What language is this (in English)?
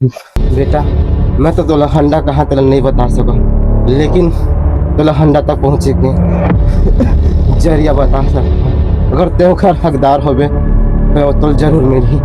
Chhattisgarhi